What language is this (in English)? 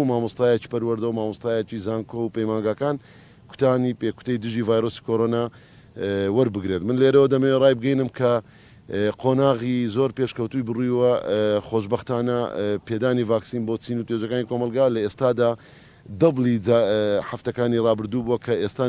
Central Kurdish